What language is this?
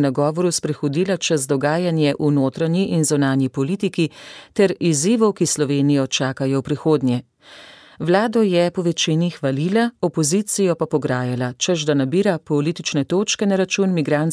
Slovenian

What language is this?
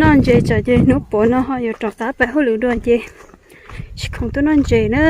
Hmong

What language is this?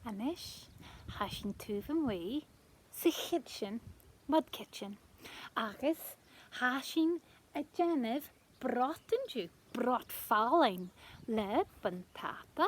Scottish Gaelic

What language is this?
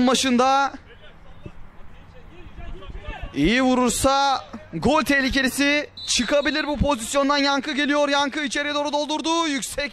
Turkish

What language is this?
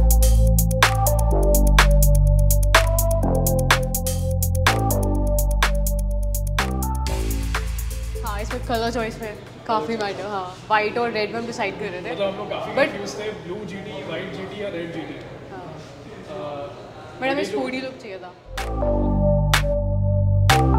Hindi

